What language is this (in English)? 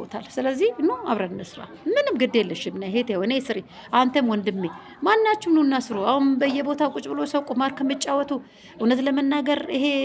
Amharic